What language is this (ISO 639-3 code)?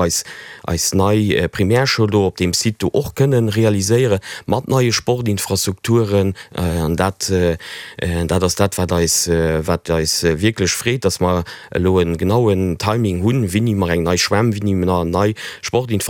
ltz